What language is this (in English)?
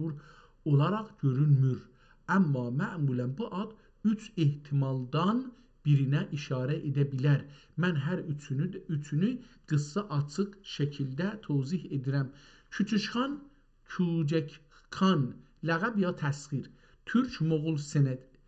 South Azerbaijani